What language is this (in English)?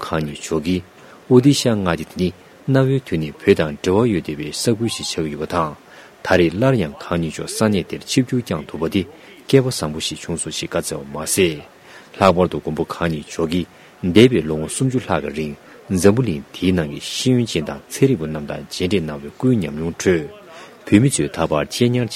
Tibetan